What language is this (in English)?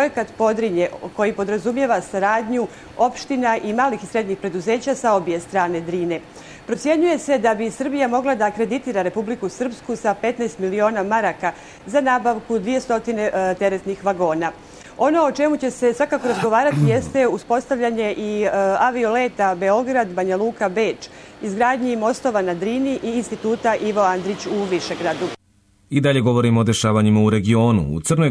Serbian